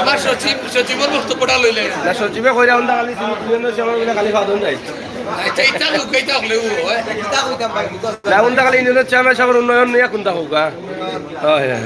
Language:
Sylheti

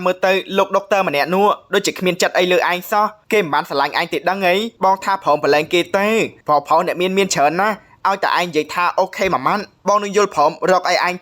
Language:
Khmer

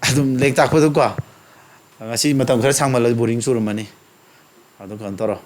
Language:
Manipuri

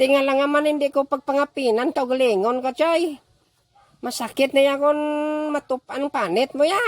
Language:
Hiligaynon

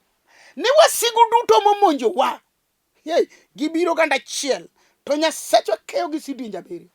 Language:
Luo (Kenya and Tanzania)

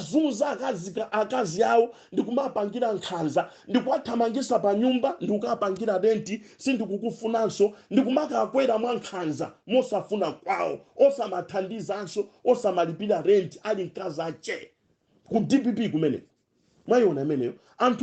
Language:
Nyanja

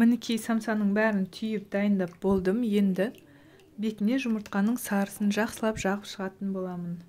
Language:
Kazakh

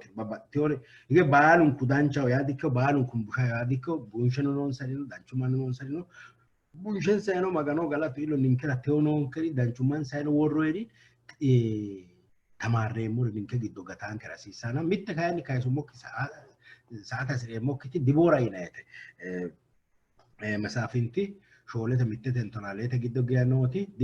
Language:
Sidamo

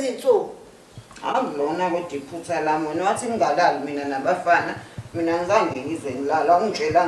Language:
Zulu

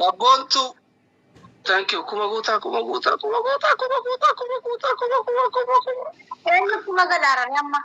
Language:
Oromo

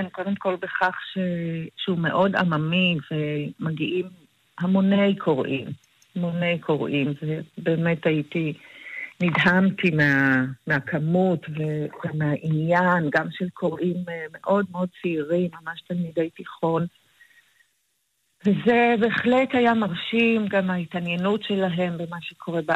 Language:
Hebrew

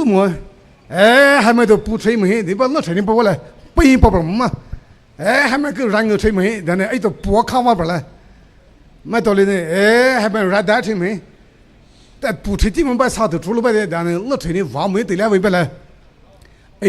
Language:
Poumei Naga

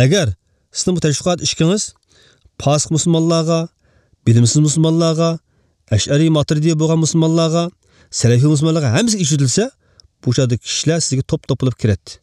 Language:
Uyghur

